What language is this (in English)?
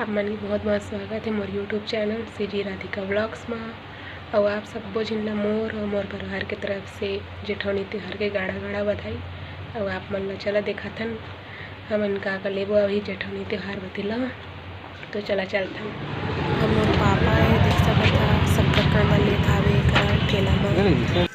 Chhattisgarhi